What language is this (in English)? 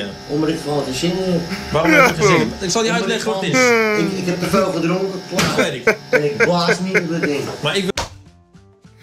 Dutch